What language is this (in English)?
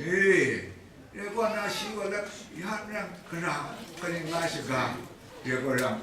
Kachin